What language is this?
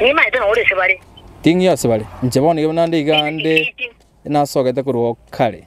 Gusii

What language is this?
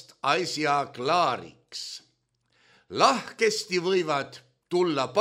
Estonian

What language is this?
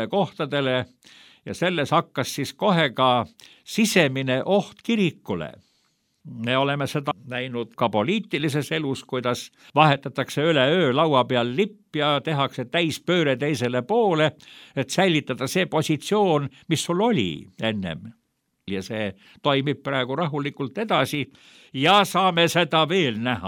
Estonian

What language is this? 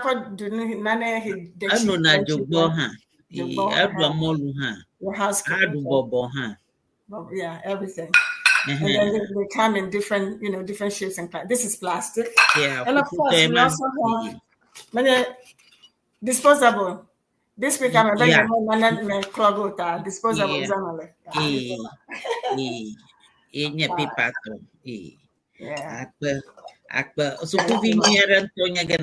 Ewe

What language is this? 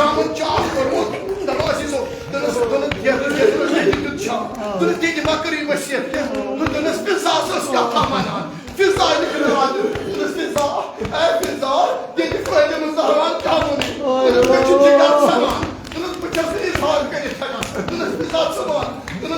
Kashmiri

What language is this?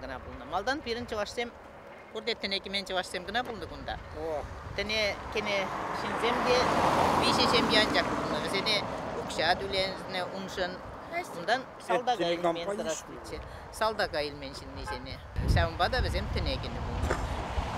Chuvash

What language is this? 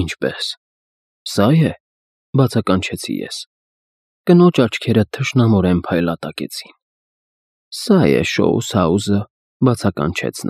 Armenian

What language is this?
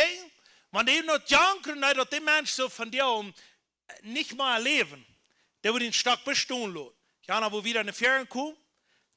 Plautdietsch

